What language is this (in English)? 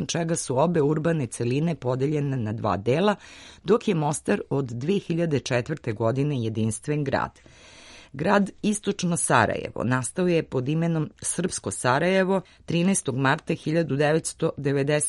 Serbian